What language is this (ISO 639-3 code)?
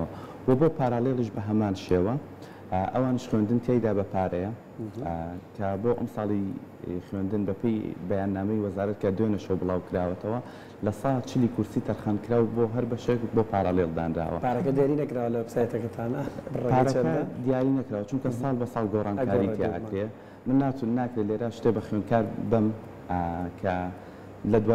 ckb